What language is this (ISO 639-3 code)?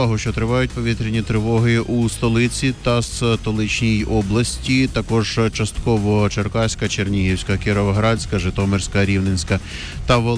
ukr